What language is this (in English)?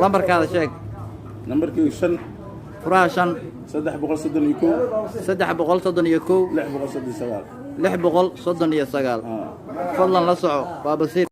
Somali